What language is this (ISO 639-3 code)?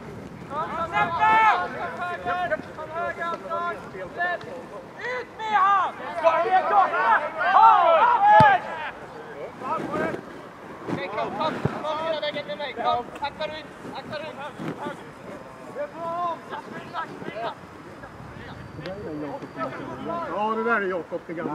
swe